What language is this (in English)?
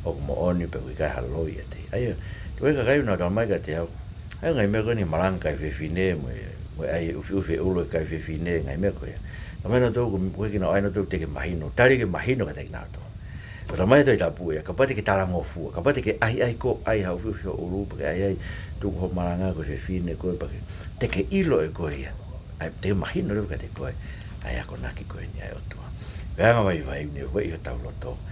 Tongan